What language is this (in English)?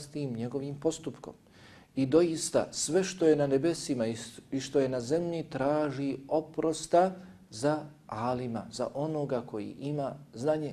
Bosnian